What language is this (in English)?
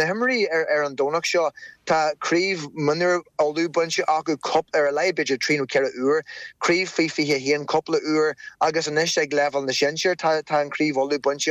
Irish